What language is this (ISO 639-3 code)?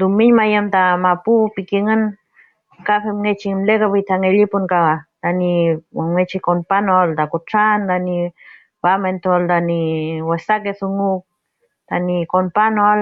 arn